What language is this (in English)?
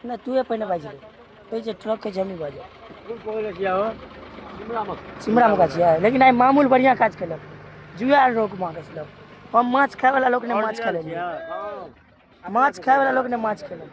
Maithili